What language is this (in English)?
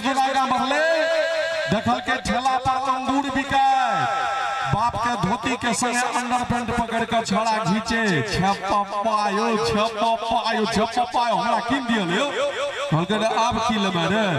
Maithili